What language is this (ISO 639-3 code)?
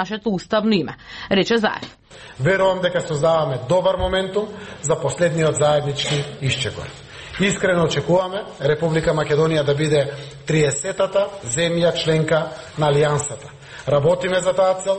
mkd